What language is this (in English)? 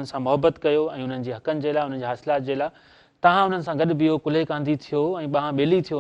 Sindhi